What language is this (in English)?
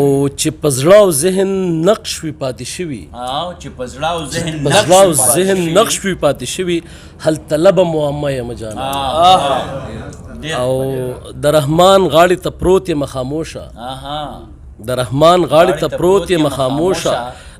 Pashto